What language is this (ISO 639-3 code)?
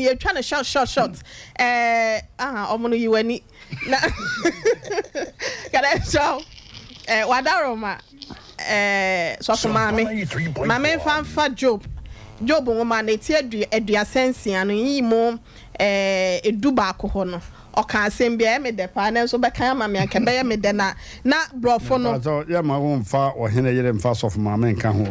aka